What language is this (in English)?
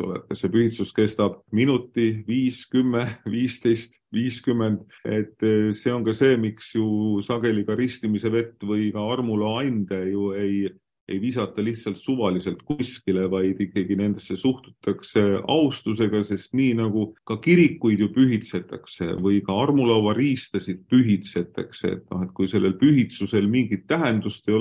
Estonian